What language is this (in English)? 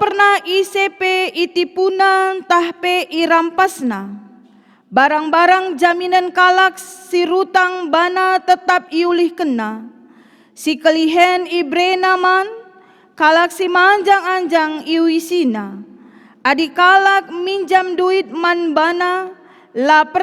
Batak Karo